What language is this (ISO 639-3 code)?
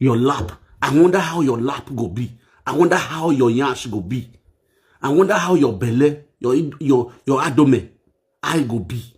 pcm